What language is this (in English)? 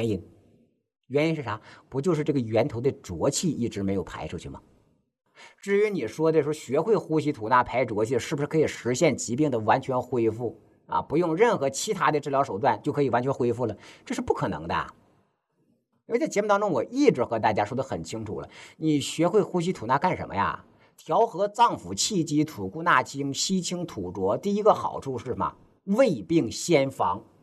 Chinese